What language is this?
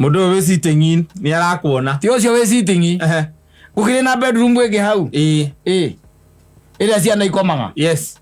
Kikuyu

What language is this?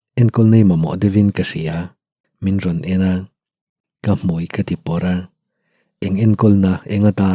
Mizo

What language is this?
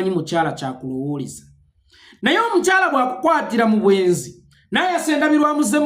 Ganda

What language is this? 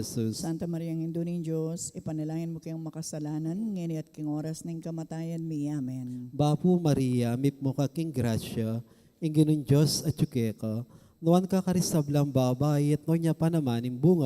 Pampanga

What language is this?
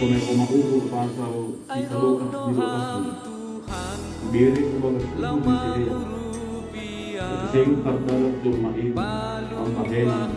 Batak Simalungun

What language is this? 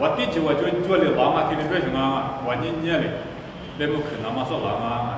Lisu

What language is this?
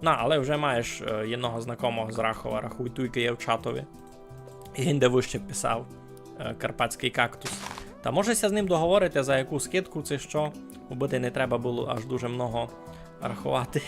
Rusyn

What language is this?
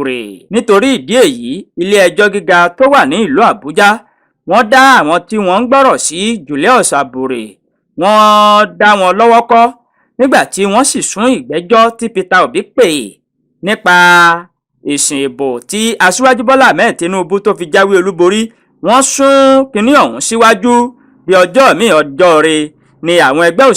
Yoruba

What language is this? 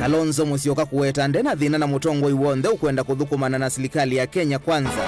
Kamba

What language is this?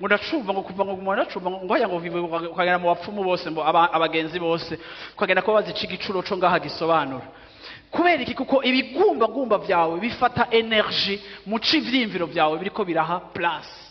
Rundi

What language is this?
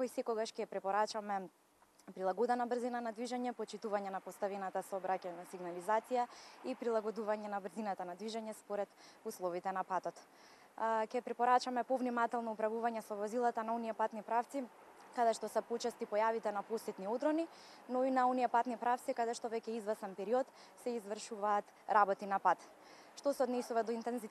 Macedonian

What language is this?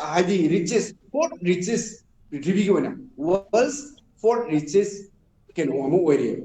Manipuri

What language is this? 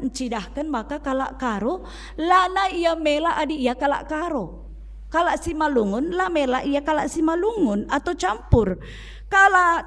Batak Karo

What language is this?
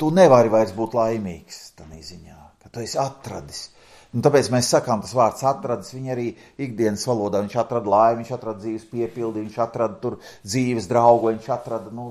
Latvian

